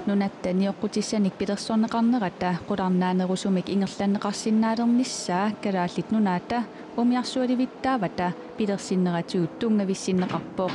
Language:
Kalaallisut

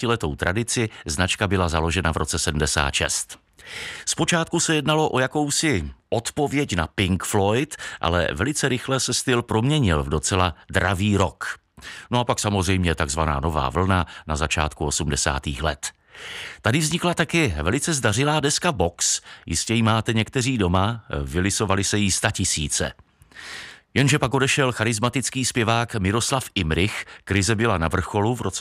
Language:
Czech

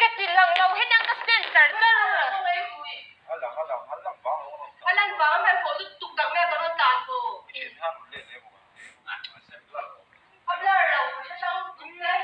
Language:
Mizo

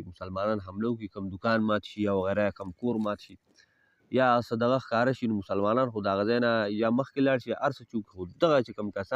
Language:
Pashto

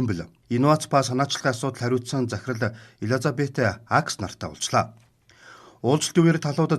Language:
Mongolian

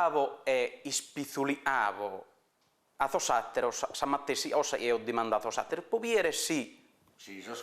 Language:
Sardinian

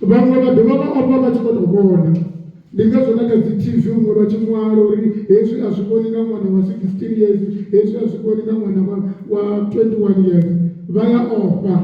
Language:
Venda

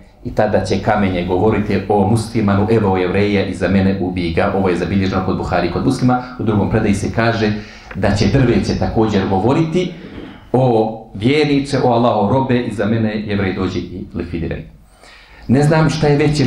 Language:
Bosnian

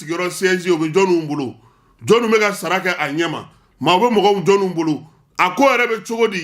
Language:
Bambara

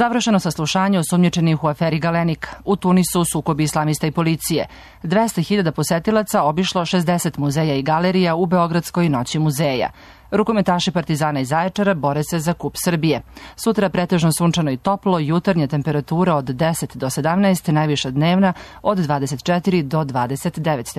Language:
Serbian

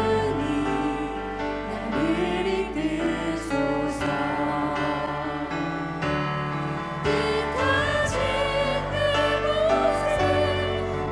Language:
Korean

